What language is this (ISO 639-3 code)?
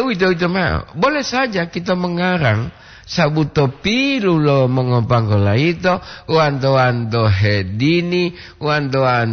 gor